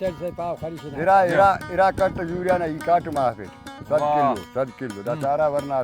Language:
Brahui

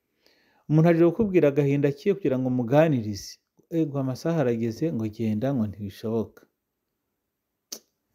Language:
Kinyarwanda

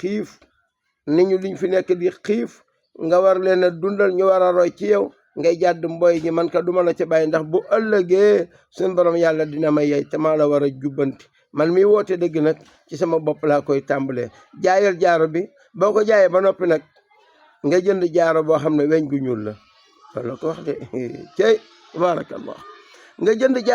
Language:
Wolof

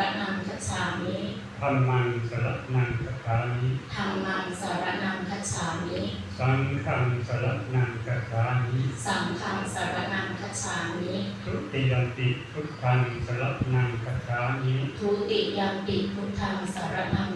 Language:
Pali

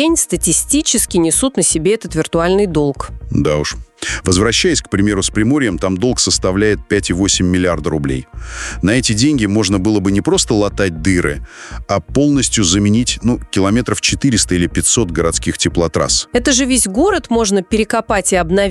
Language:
Russian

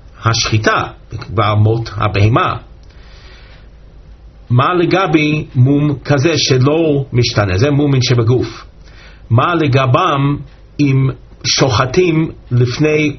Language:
Hebrew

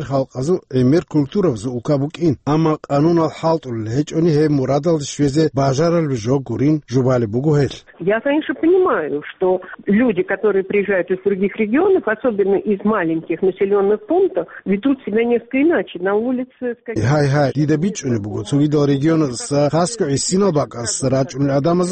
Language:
Avaric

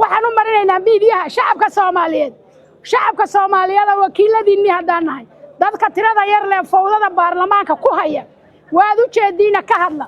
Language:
Somali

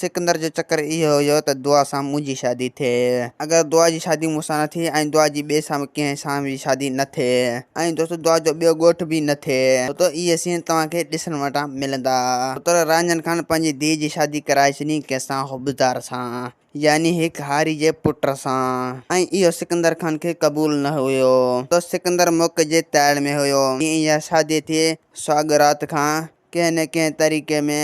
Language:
Sindhi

